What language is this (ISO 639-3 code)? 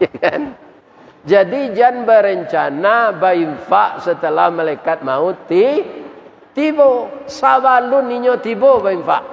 min